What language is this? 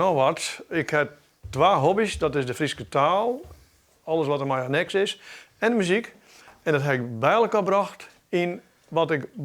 Western Frisian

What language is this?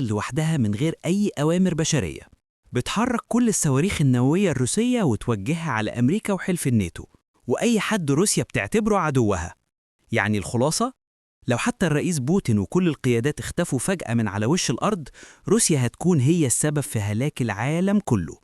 Egyptian Arabic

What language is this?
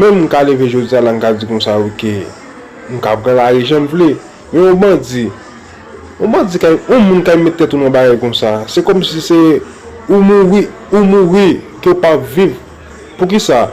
Haitian Creole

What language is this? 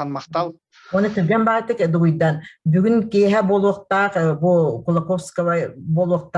Yakut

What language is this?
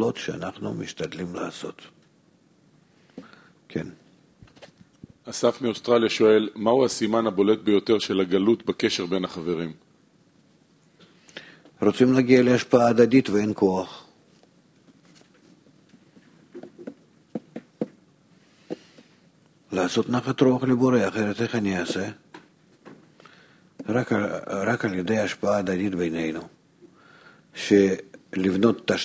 Hebrew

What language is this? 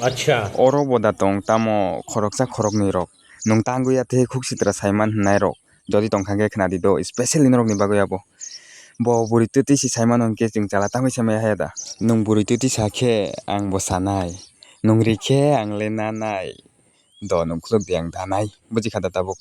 Kok Borok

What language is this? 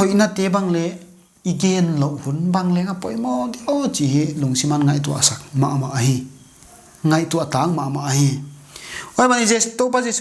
Paite Chin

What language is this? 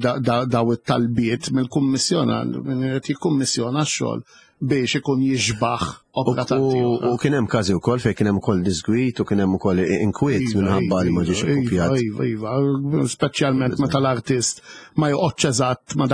Maltese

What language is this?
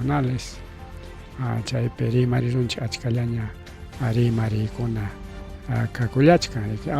Ayacucho Quechua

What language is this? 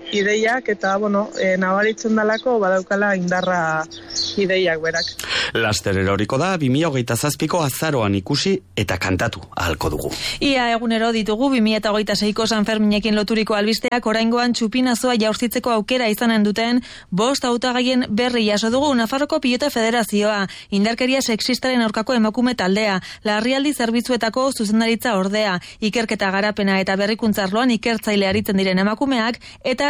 Basque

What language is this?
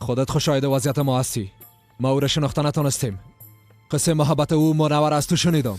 Persian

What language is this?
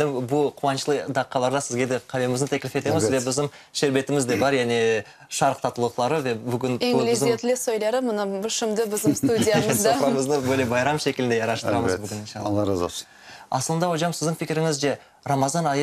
Crimean Tatar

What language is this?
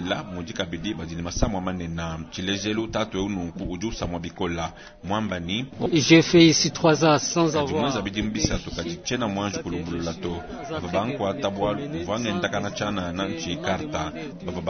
Luba-Lulua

